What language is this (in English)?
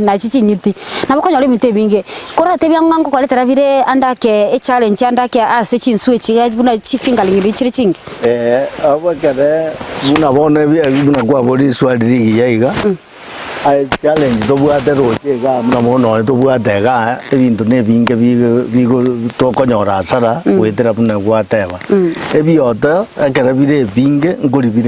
Gusii